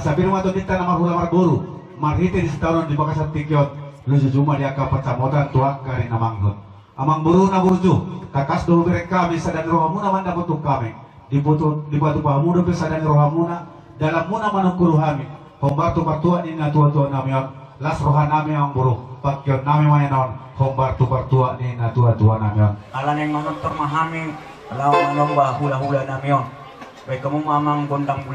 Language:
Batak Toba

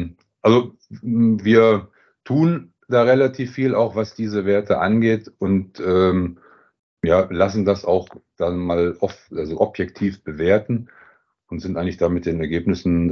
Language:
German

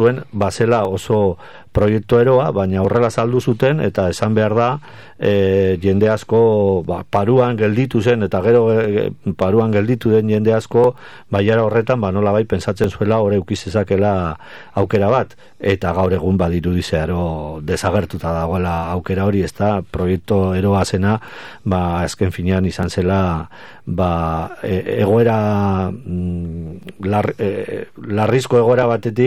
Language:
Basque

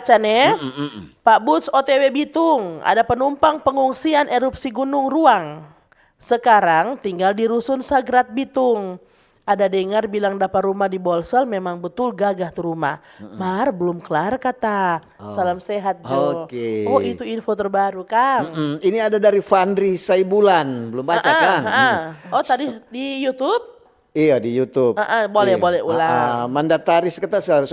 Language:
Manado Malay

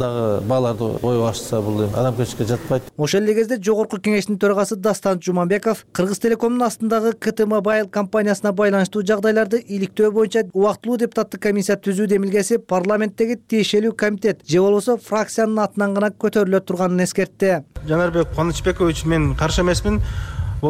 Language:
Kyrgyz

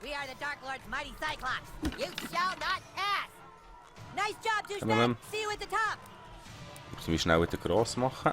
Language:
Swiss German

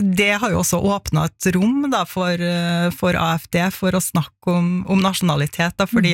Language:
Norwegian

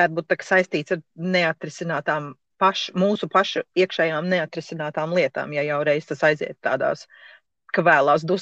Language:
Latvian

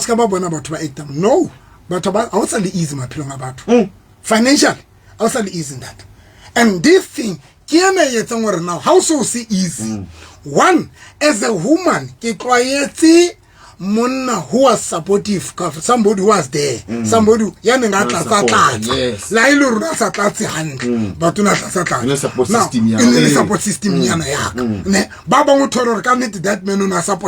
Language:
Southern Sotho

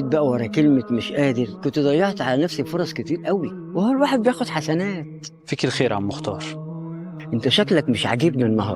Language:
Egyptian Arabic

